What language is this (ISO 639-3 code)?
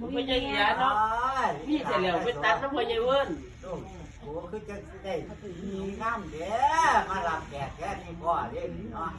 tts